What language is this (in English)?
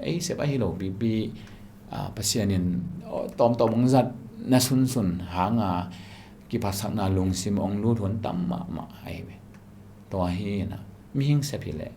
Tedim Chin